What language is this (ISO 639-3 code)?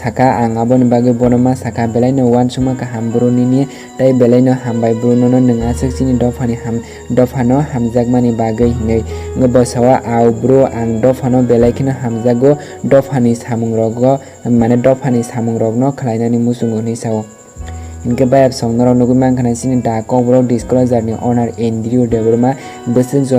trp